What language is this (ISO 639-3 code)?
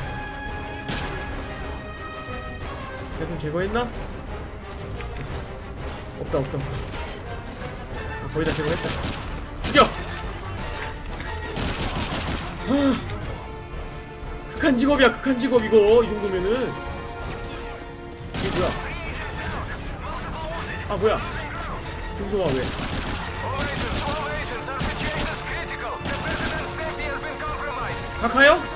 kor